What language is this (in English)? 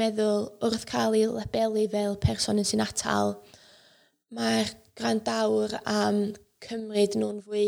Welsh